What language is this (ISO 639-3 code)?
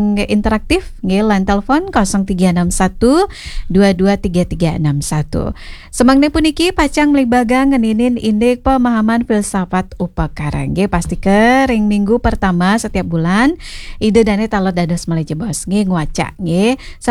ban